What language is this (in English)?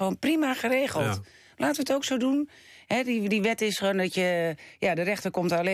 Dutch